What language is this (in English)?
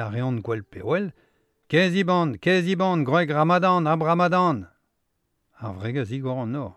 Breton